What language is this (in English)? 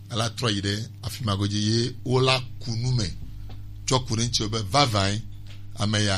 Gen